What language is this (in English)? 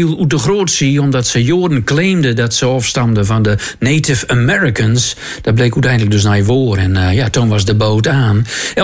Dutch